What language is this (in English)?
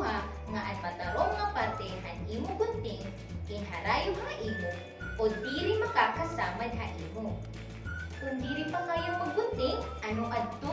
Waray